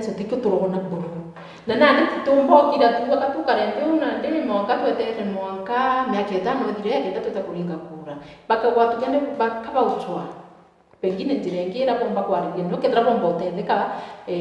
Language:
Meru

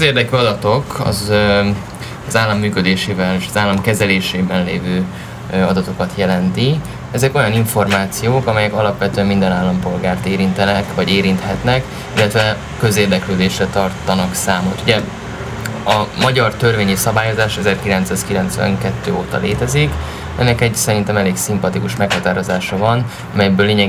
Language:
Hungarian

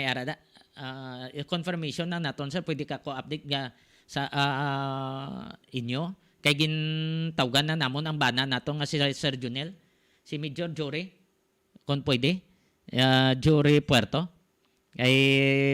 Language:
Hiligaynon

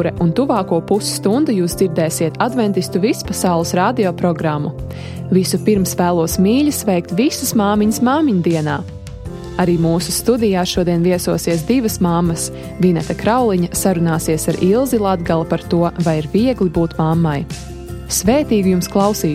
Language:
Latvian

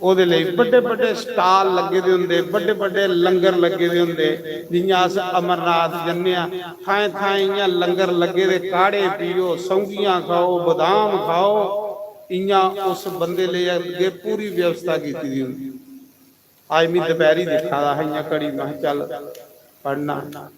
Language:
Dogri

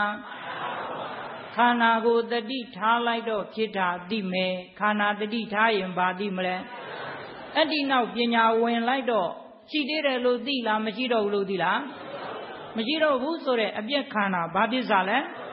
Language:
Burmese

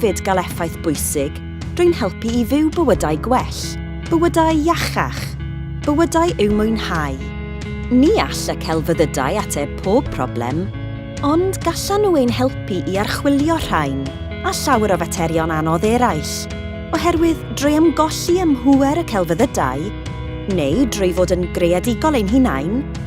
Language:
Welsh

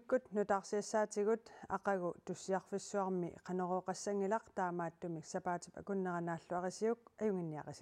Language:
Kalaallisut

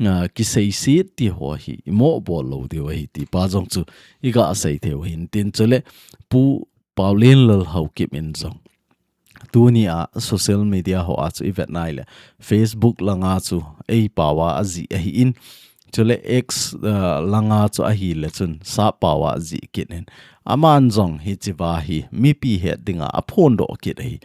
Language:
Thado Chin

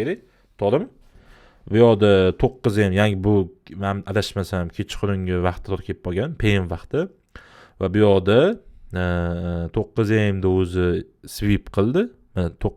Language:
Uzbek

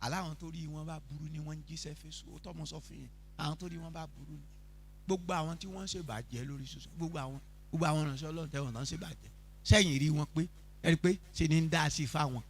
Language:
Yoruba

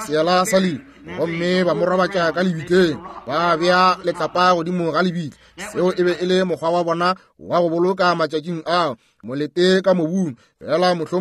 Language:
Northern Sotho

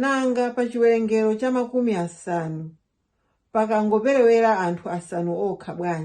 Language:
Nyanja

